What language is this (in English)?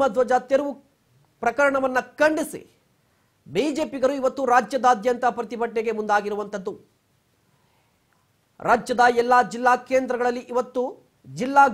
Kannada